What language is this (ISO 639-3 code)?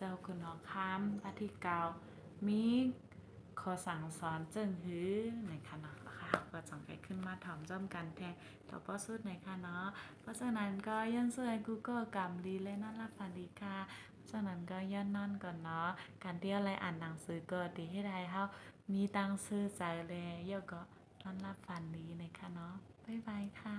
shn